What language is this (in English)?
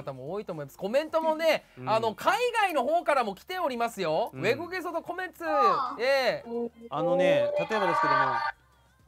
Japanese